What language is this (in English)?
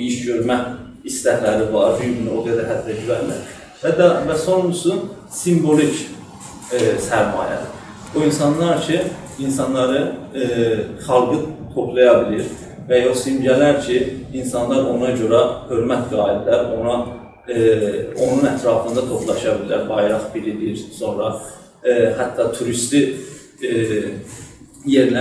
South Azerbaijani